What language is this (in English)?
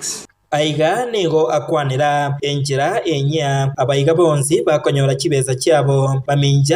Gusii